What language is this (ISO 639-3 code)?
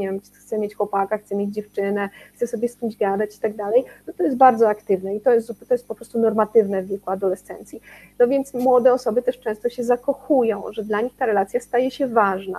pol